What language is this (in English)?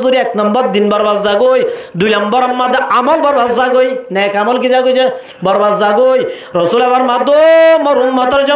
Rohingya